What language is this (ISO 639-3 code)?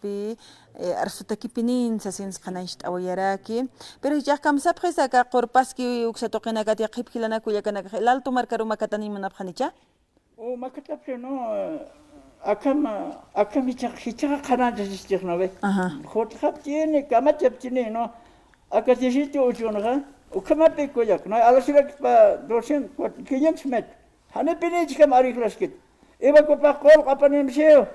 aym